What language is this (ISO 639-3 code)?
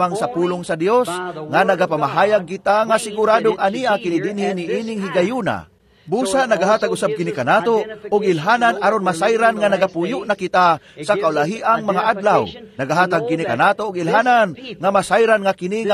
ceb